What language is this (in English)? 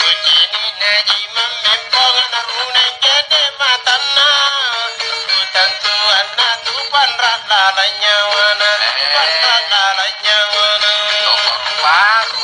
Makasar